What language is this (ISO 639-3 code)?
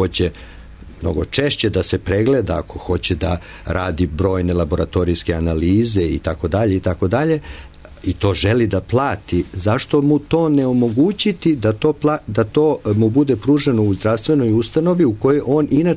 srp